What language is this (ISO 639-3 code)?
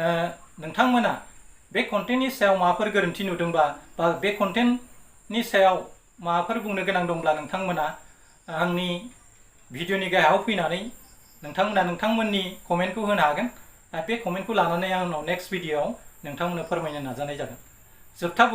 brx